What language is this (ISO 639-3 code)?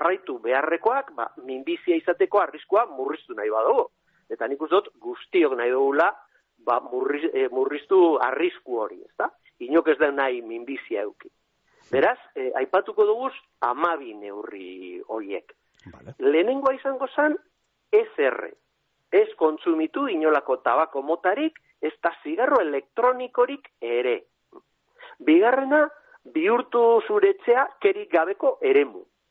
eus